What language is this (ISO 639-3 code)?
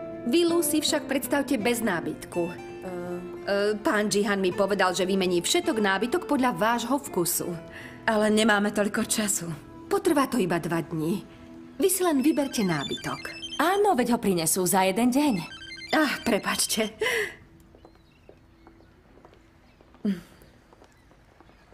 slk